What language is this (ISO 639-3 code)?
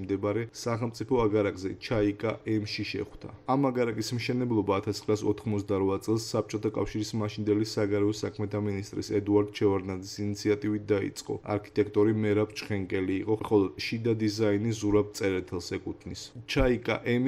kat